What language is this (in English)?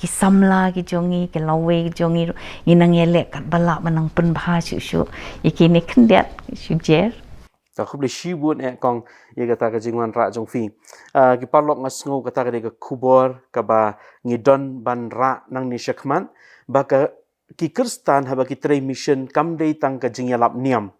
Khasi